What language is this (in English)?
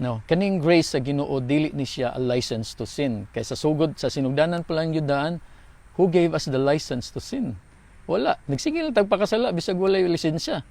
Cebuano